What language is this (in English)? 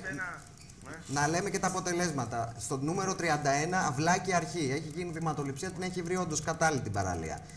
Greek